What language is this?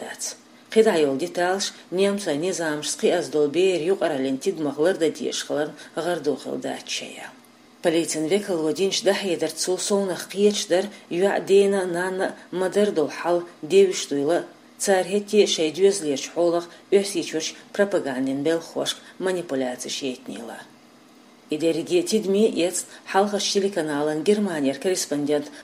Chechen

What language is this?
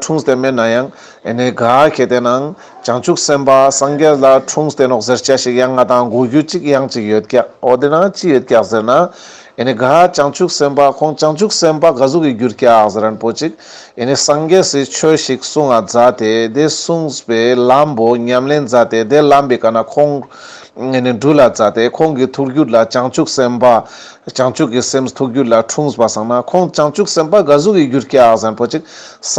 Ladakhi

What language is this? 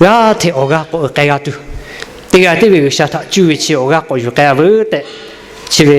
Lahu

